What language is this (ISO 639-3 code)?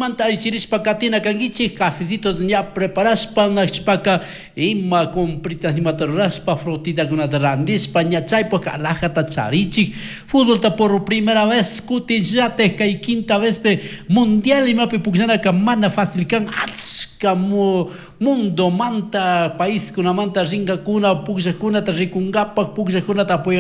qug